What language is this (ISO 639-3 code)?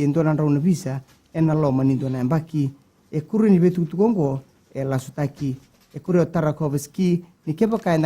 fij